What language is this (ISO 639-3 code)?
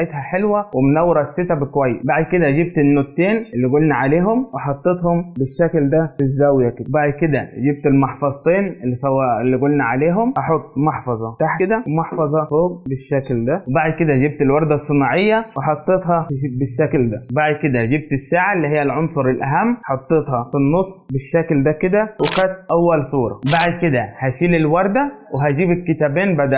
arz